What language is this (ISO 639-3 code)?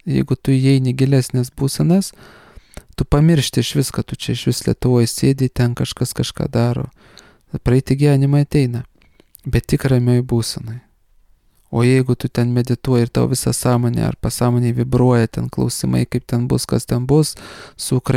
lit